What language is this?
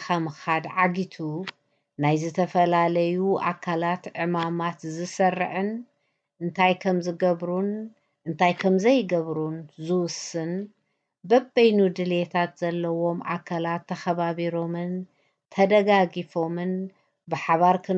Tigrinya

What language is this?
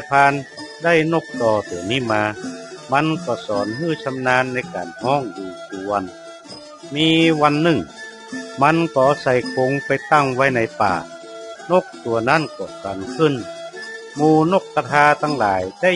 Northern Thai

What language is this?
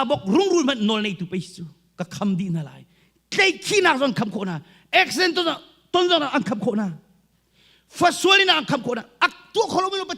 Hakha Chin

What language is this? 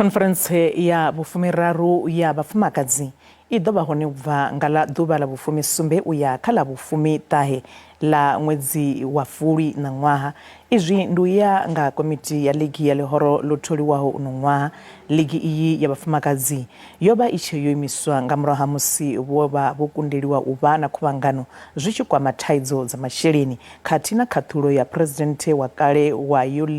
Venda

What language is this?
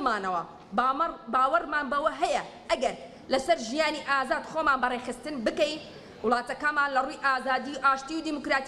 Central Kurdish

